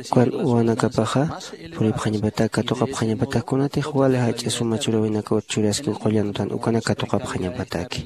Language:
Aymara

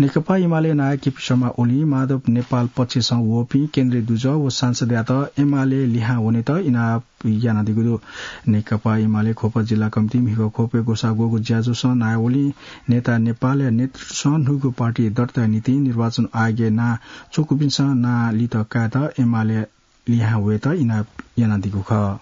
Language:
Newari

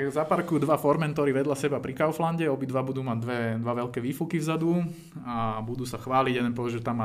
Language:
Slovak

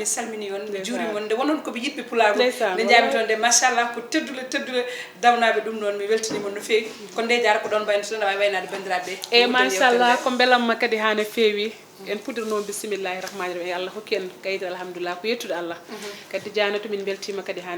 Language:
Fula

